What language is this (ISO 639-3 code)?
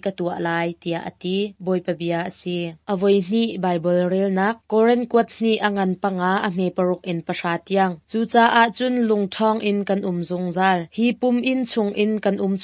cnh